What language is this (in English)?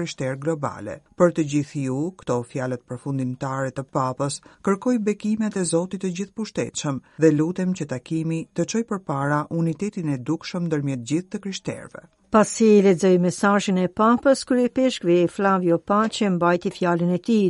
Albanian